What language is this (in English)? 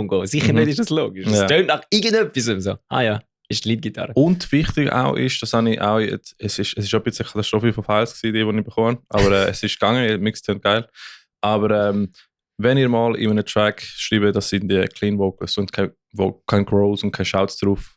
Swiss German